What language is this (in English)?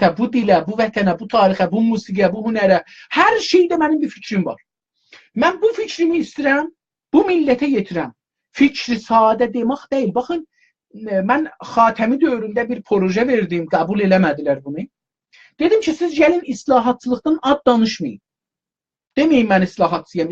South Azerbaijani